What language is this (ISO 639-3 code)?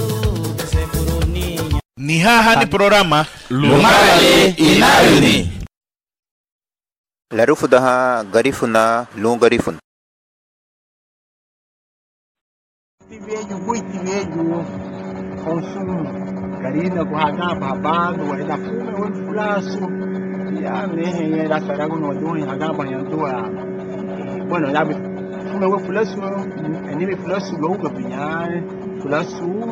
cab